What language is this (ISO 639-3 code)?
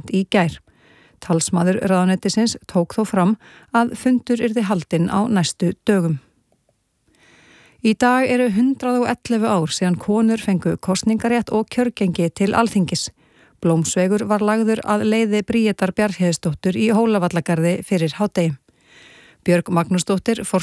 isl